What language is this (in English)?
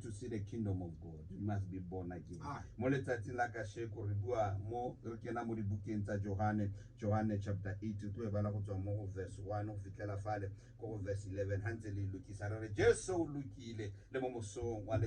Tswana